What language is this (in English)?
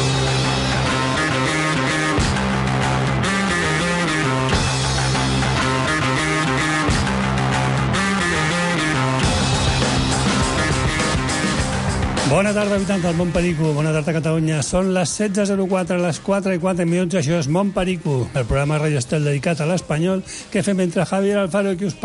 Catalan